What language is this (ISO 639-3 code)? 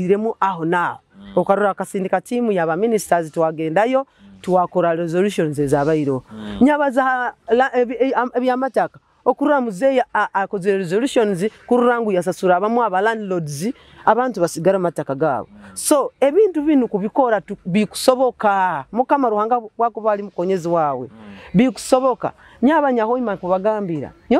nyo